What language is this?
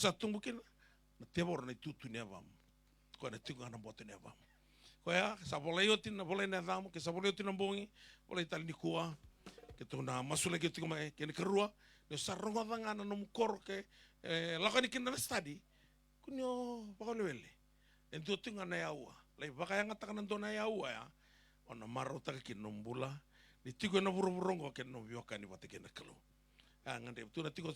Fijian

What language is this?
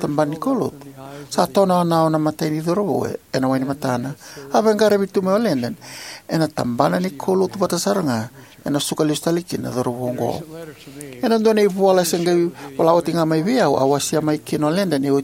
Fijian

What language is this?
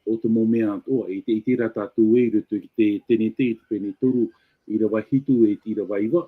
Tahitian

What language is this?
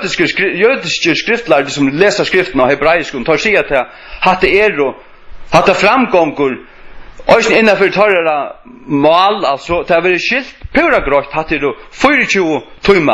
Faroese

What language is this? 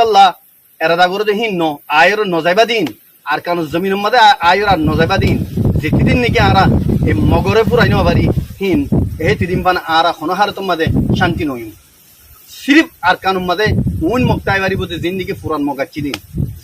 Rohingya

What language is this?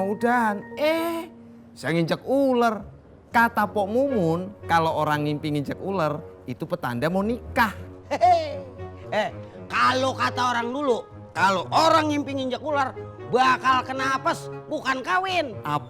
Betawi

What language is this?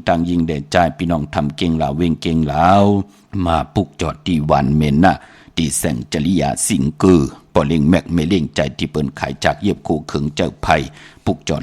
Shan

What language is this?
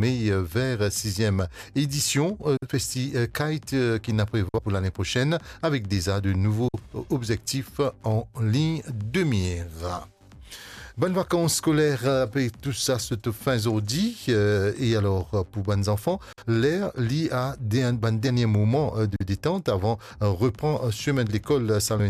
Morisyen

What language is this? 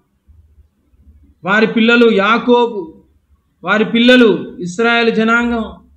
Telugu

